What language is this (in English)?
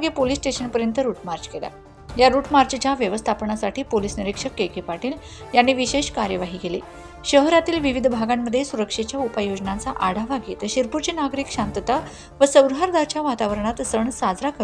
Marathi